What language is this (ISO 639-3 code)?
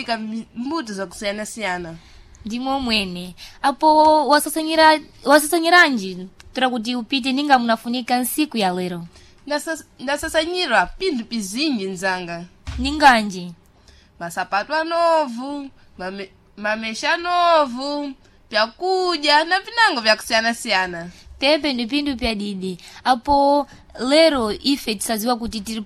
seh